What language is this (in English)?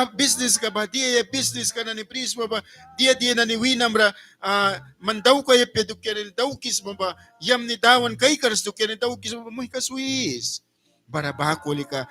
Mískito